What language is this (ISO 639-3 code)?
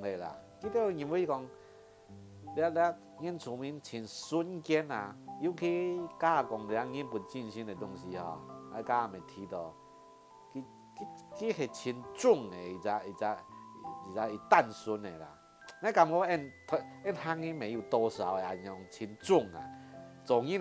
hak